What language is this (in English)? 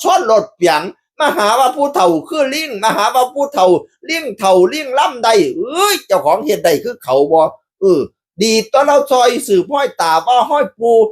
Northeastern Thai